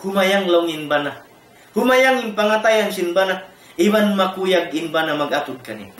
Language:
Tausug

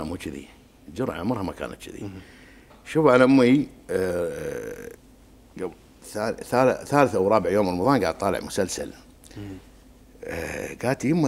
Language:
Gulf Arabic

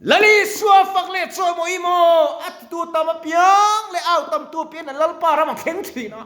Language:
Mizo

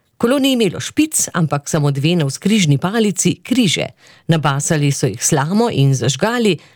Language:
Slovenian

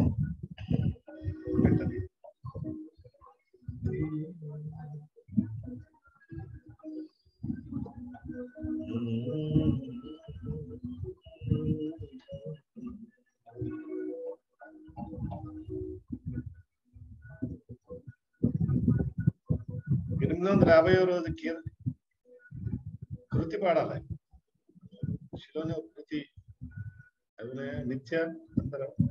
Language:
Telugu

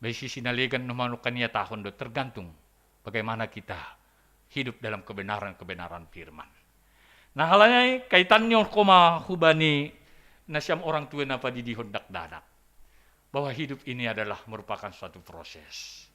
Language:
Batak Simalungun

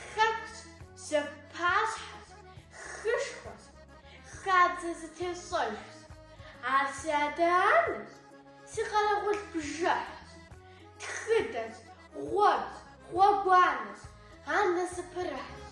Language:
Kabardian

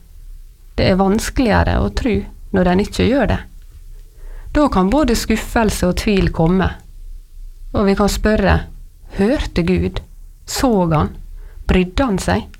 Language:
Norwegian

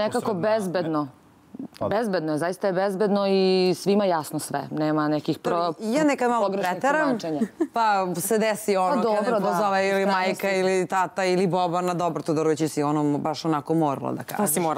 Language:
Serbian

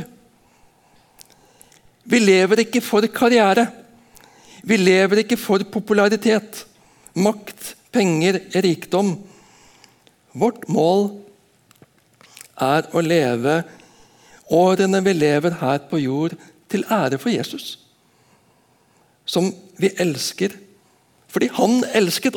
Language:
Norwegian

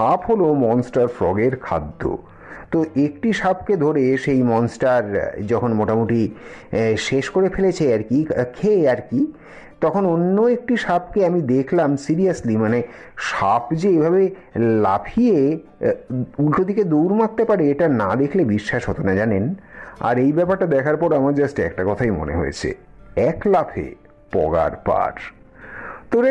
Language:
Bangla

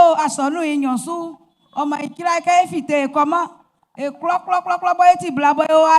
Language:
Baoulé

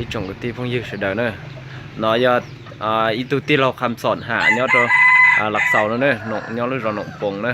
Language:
Hmong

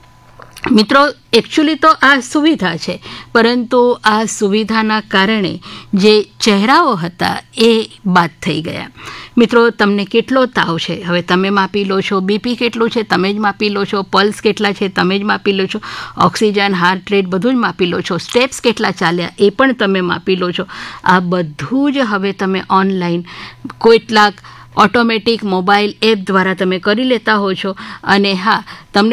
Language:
Gujarati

